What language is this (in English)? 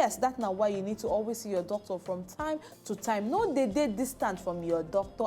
Nigerian Pidgin